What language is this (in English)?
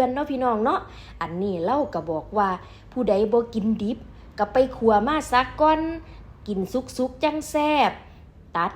Northeastern Thai